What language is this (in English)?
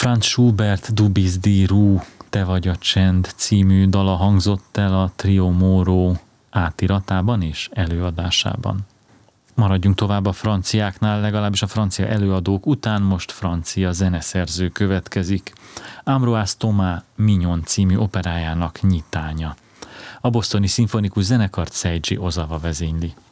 Hungarian